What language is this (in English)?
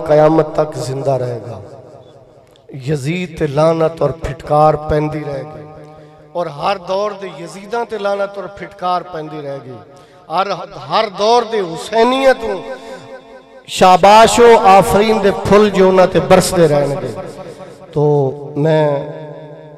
Western Panjabi